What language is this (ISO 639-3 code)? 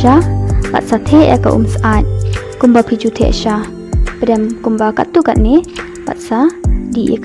kha